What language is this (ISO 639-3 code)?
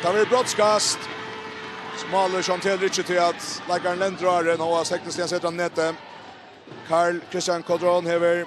fao